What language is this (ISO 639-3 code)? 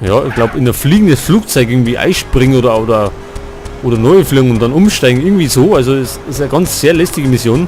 bar